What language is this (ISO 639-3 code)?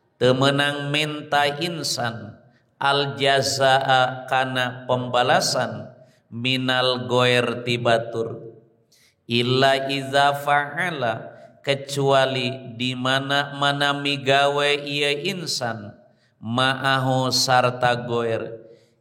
sun